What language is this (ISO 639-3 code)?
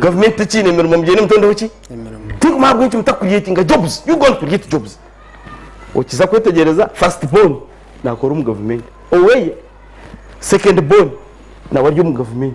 nyn